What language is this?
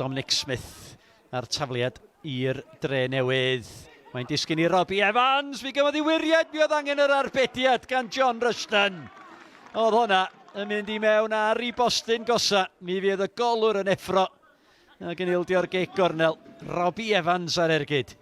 Welsh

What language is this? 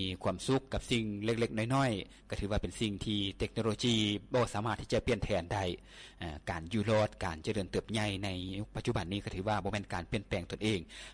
Lao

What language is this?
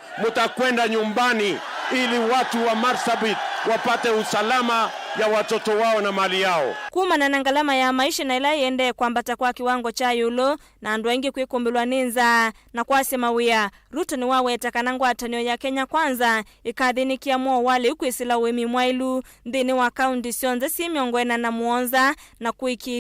Kamba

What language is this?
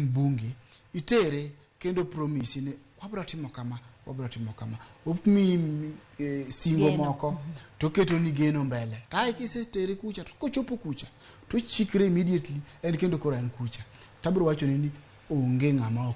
Luo (Kenya and Tanzania)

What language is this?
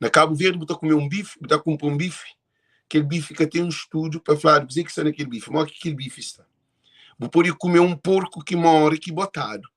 Kabuverdianu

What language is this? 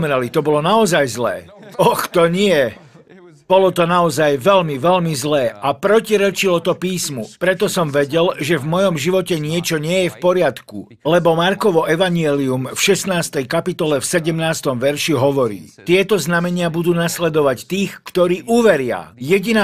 Slovak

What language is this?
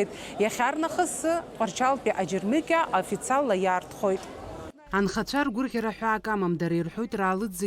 Abkhazian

